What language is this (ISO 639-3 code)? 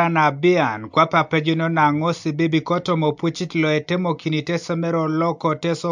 teo